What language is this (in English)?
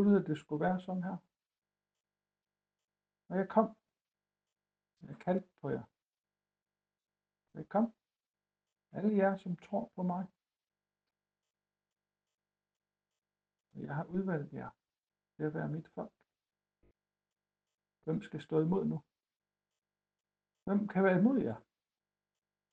Danish